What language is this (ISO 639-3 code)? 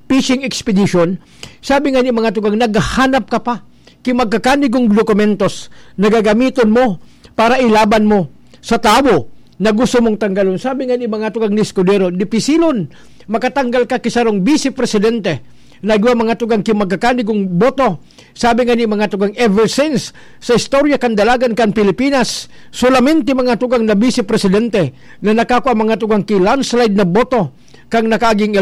bik